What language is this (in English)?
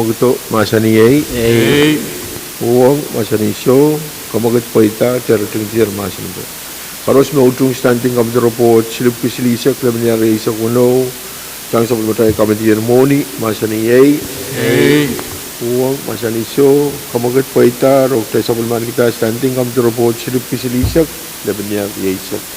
Pohnpeian